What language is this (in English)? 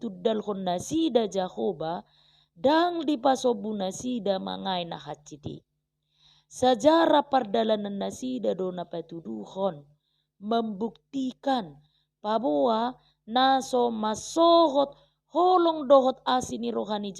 Batak Toba